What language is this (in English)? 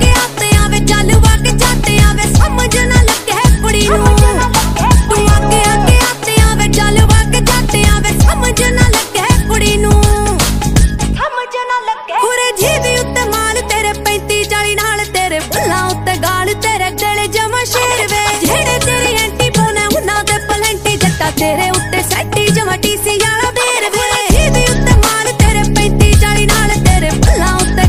Punjabi